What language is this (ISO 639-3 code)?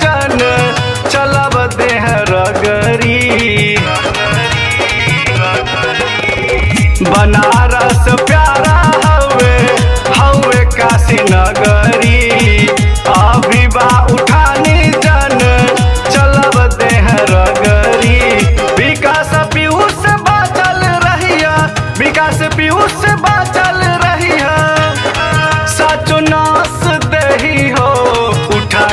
bho